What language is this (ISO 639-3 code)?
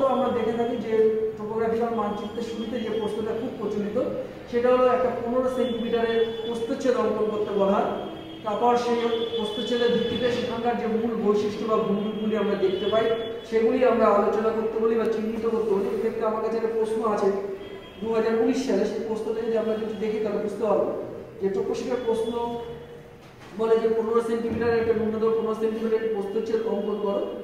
ben